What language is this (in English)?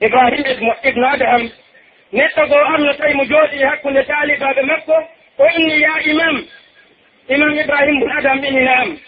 Pular